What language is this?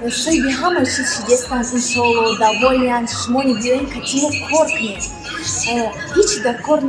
Tajik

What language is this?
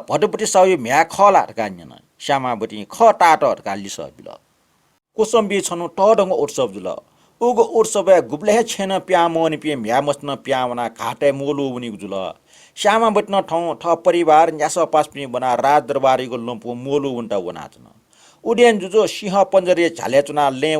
Newari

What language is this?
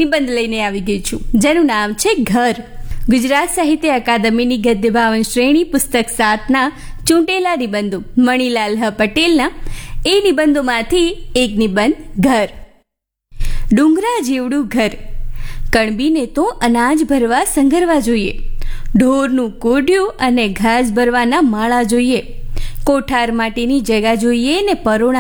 Gujarati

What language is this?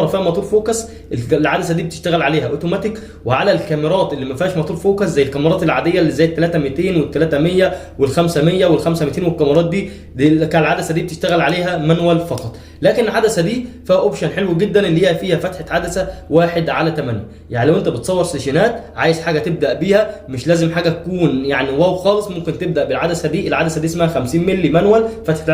Egyptian Arabic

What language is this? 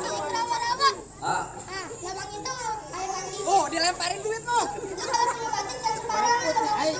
Betawi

